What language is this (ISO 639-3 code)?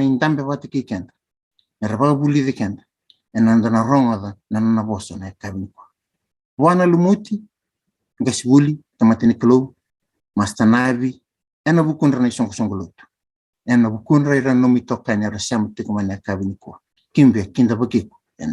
fij